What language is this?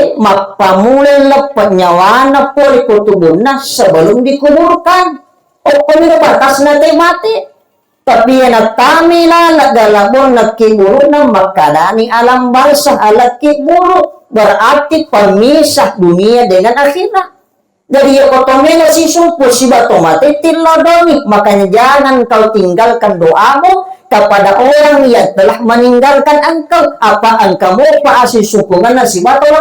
Buginese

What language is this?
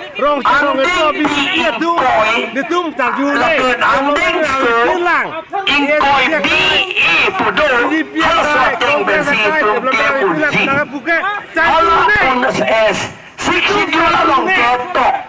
Karbi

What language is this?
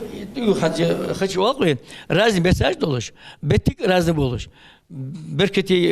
Ingush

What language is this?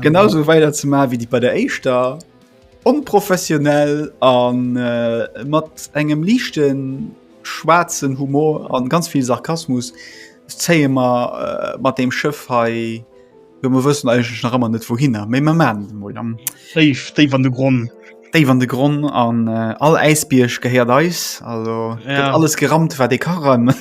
Luxembourgish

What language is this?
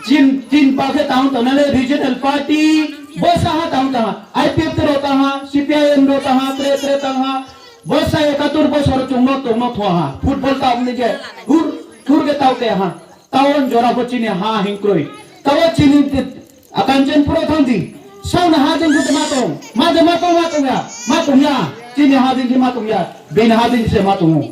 Kok Borok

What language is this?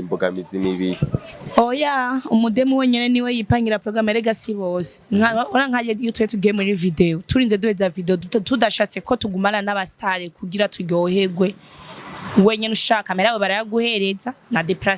Rundi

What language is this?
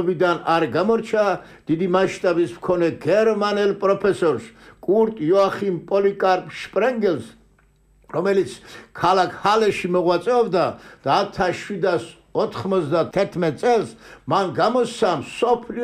Georgian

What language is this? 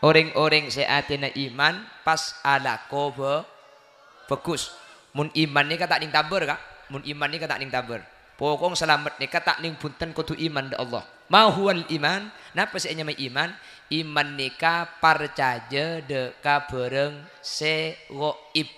Madurese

